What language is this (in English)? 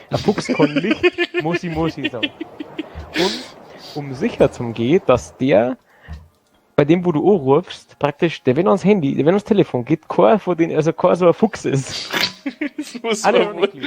Bavarian